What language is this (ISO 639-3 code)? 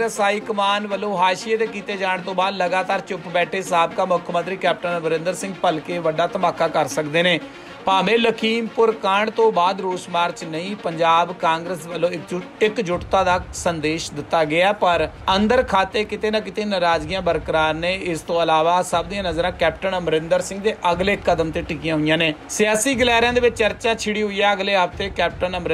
pan